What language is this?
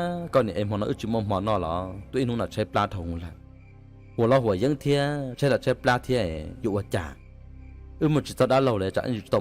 Hmong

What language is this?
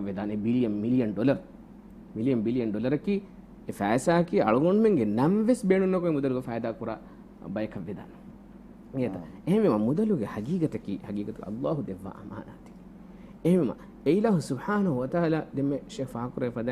Divehi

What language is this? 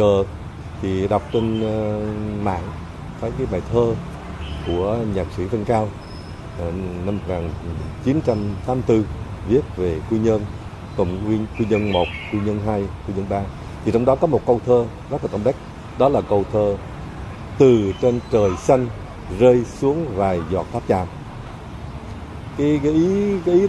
Vietnamese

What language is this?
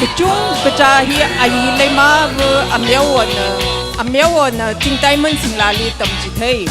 Tangkhul Naga (India)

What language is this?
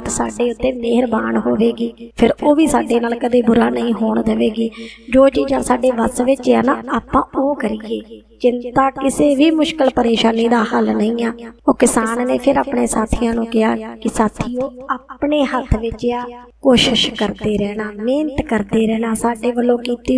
Punjabi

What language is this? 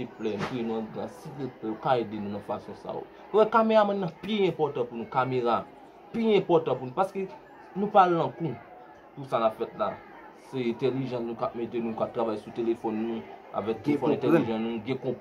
Haitian Creole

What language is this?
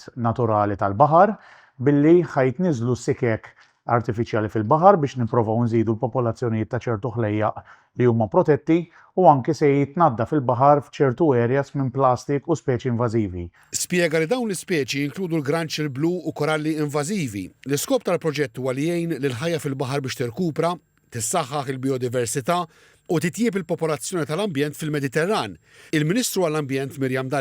Maltese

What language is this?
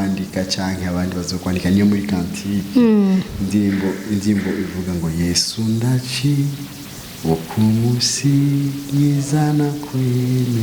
Rundi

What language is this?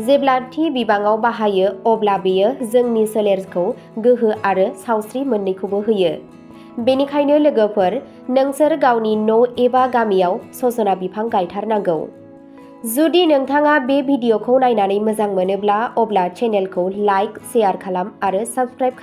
Bodo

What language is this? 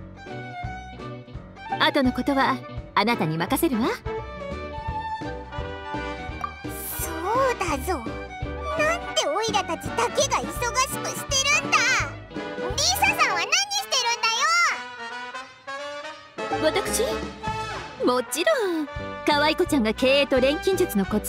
Japanese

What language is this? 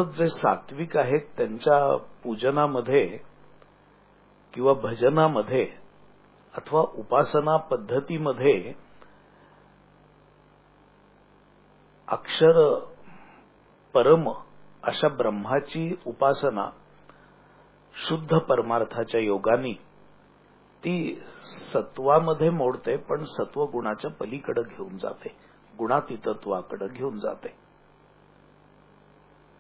Marathi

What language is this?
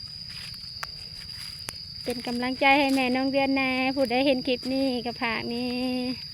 Lao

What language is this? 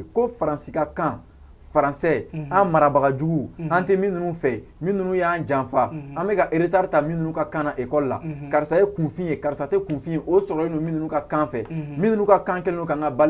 Bambara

